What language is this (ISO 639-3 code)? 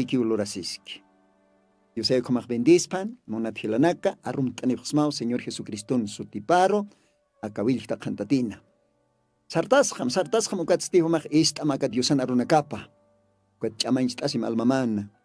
aym